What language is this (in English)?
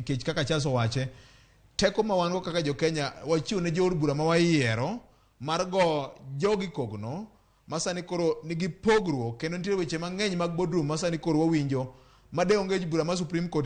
Luo (Kenya and Tanzania)